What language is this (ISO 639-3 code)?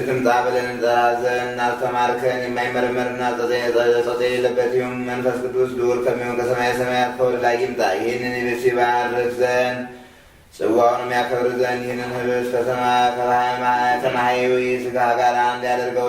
amh